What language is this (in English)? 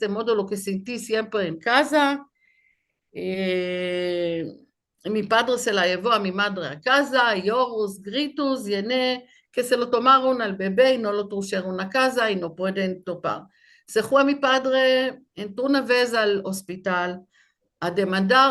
Ladino